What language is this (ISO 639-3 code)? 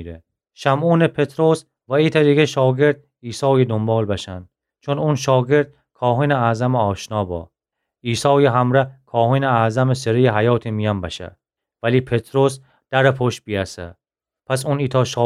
glk